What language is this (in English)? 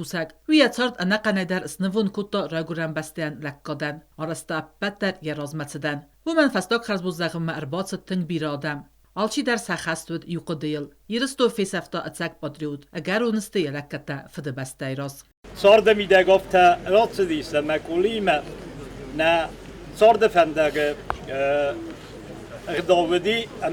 Ossetic